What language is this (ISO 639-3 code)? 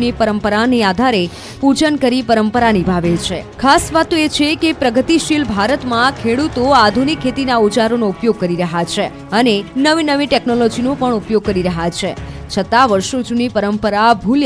guj